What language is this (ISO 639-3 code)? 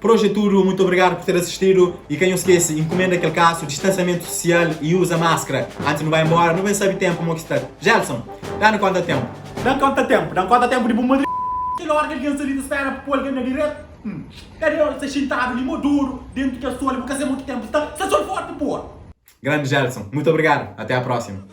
kea